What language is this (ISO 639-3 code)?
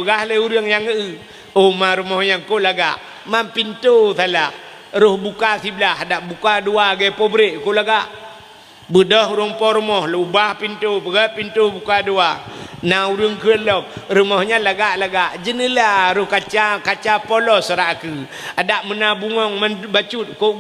ace